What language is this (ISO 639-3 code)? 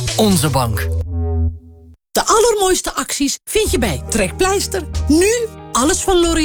nld